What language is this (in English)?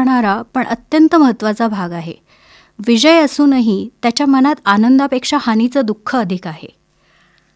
Marathi